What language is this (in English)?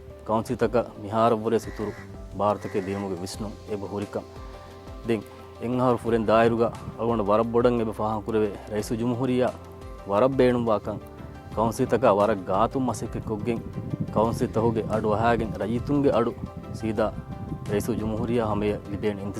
Divehi